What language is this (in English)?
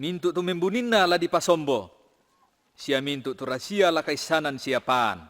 Toraja-Sa'dan